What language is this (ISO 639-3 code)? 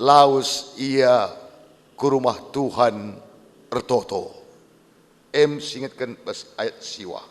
btx